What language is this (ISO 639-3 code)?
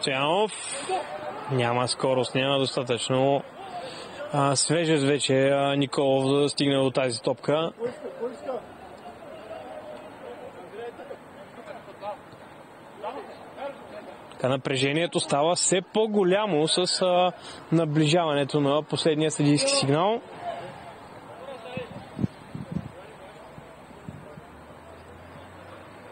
bul